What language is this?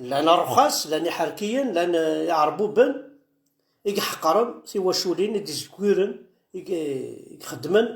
Kabyle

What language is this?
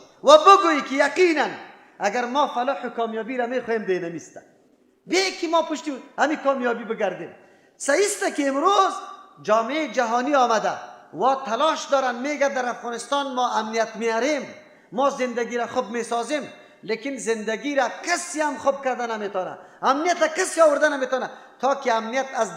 Persian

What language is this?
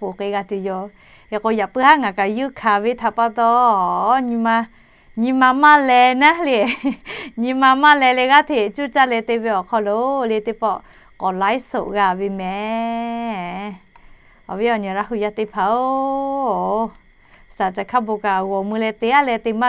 Lahu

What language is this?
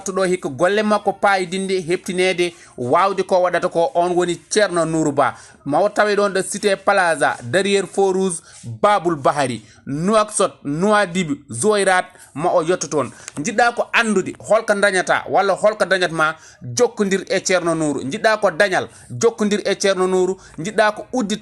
Fula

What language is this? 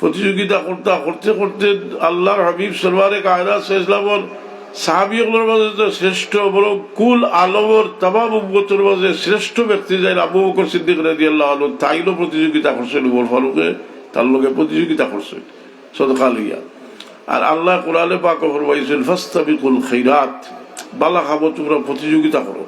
Sylheti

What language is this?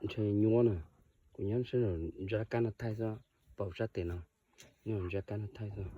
Hmong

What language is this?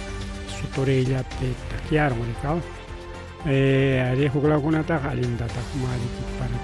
Ayacucho Quechua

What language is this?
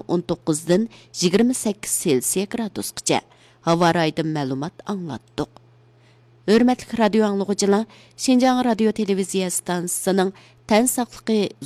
Uyghur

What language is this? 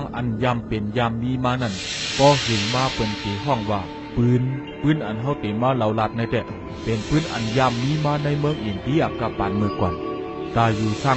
Shan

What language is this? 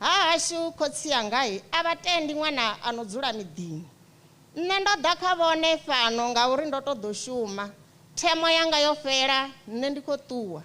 Venda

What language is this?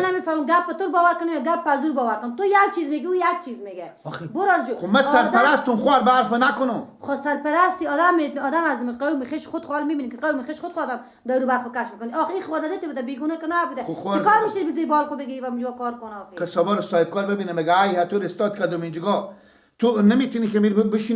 Persian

